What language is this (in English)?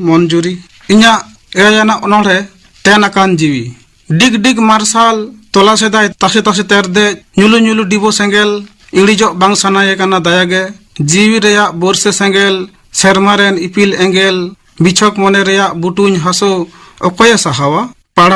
Santali